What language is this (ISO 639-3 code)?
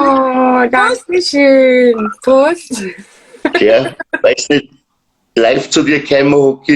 bar